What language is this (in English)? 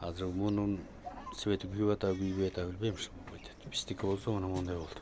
Kyrgyz